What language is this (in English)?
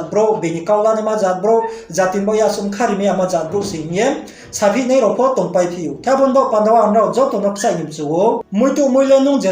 Riang (India)